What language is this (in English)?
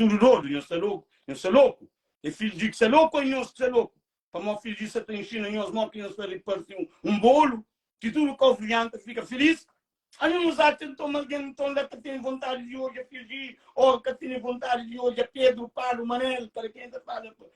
Kabuverdianu